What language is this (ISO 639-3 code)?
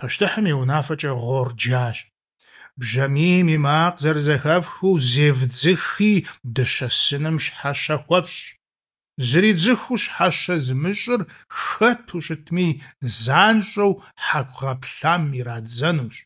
kbd